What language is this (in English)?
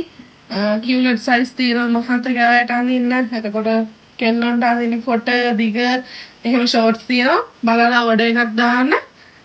Sinhala